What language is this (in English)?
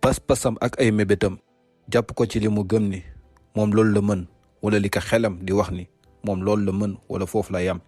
Wolof